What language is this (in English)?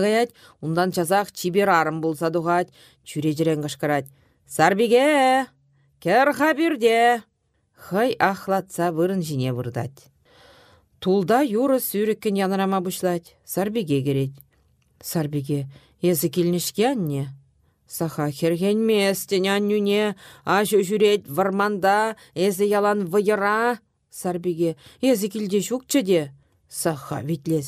Chuvash